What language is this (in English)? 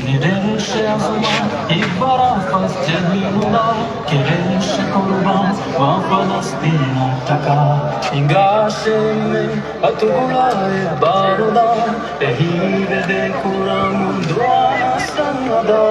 Divehi